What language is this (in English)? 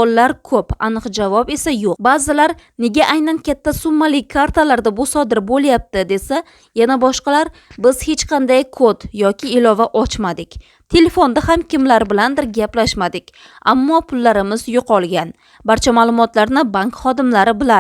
Uzbek